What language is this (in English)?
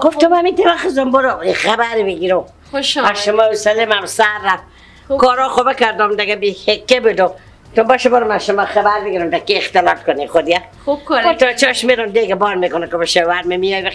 Persian